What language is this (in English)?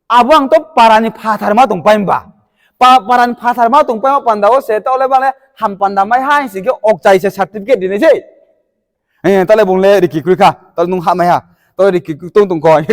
Riang (India)